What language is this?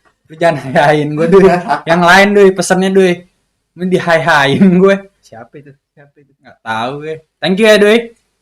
Betawi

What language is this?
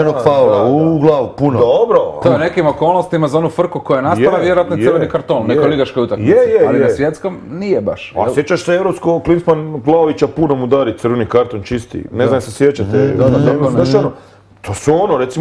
Croatian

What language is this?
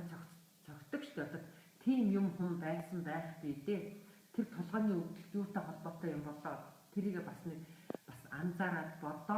Mongolian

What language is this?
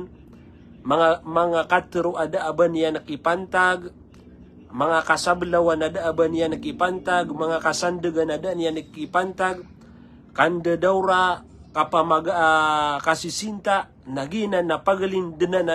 Maranao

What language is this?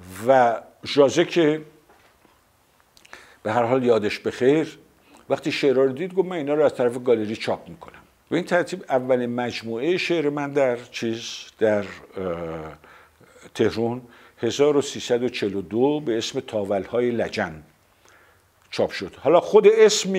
Persian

